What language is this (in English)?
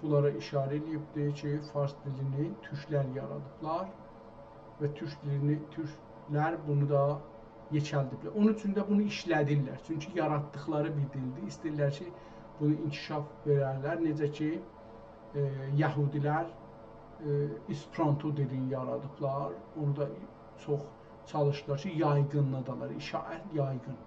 South Azerbaijani